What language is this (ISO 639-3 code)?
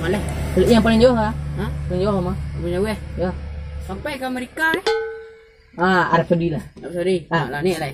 min